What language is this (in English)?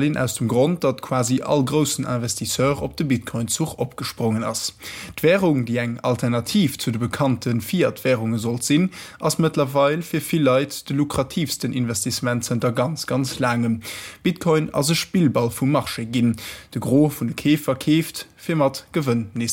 Luxembourgish